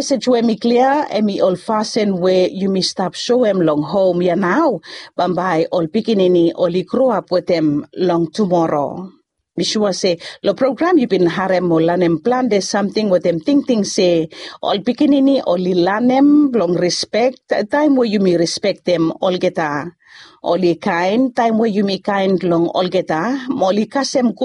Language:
Bislama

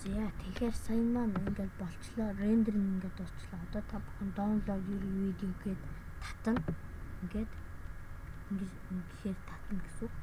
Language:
Mongolian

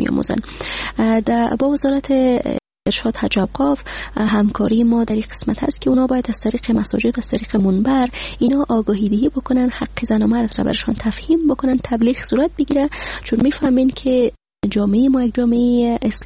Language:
Persian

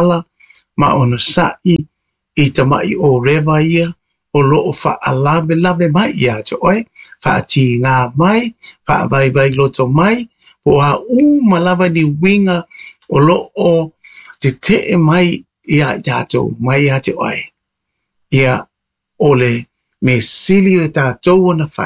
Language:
Samoan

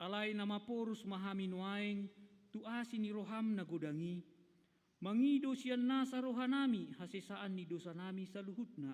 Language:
Batak Toba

